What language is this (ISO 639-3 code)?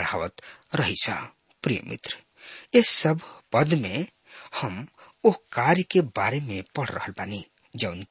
bho